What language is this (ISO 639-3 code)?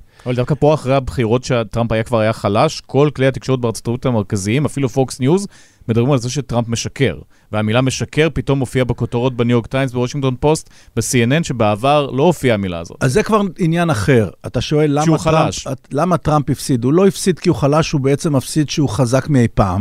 heb